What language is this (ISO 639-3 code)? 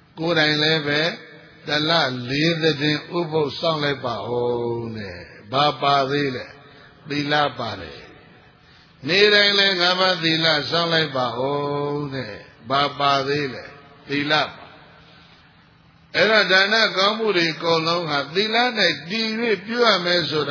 mya